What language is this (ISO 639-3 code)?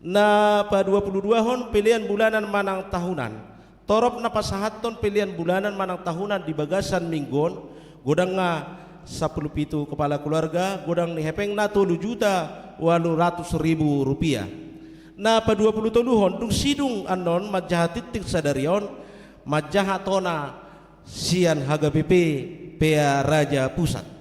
bbc